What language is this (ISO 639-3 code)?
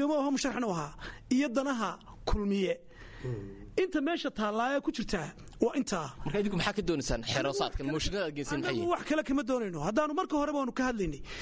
som